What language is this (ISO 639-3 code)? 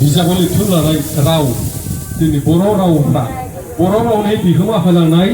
brx